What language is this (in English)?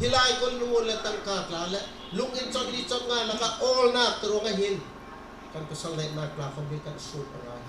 Bawm Chin